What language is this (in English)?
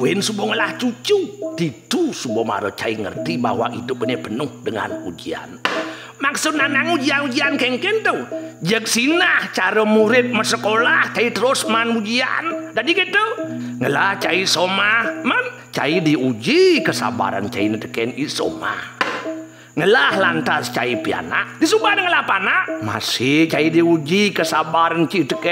Balinese